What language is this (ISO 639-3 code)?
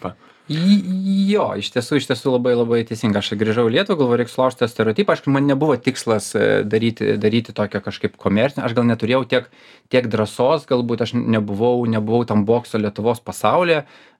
lit